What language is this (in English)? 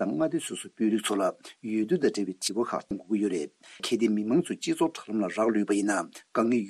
Tibetan